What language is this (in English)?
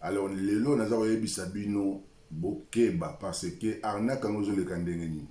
Lingala